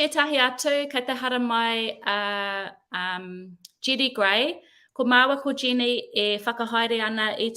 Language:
Māori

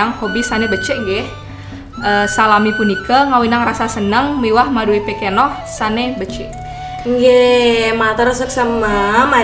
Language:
Balinese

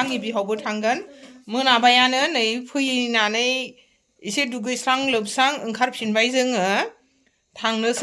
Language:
Bodo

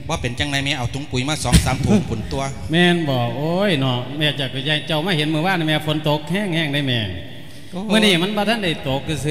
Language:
Lao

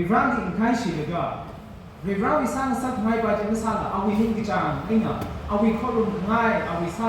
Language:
Tangkhul Naga (India)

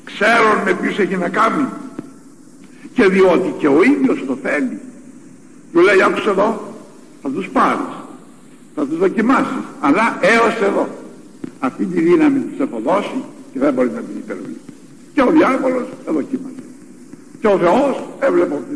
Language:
Greek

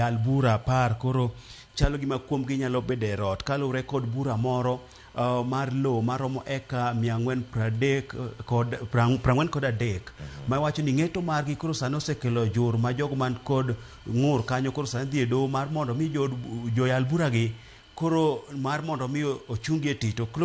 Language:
Luo (Kenya and Tanzania)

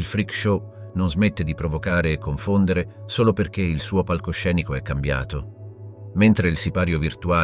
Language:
Italian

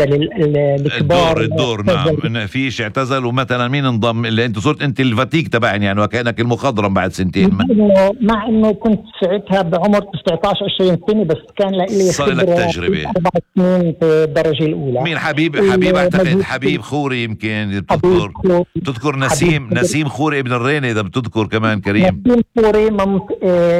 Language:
North Levantine Arabic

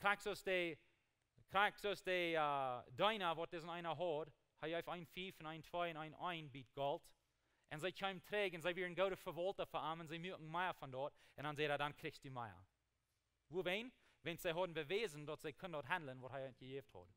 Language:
Plautdietsch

